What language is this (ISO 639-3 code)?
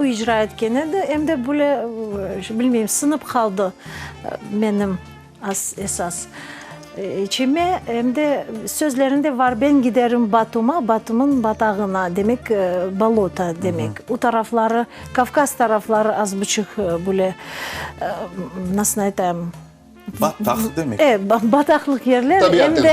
crh